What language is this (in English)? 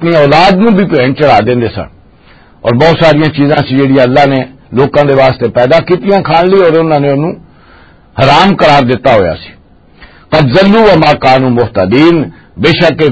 Western Panjabi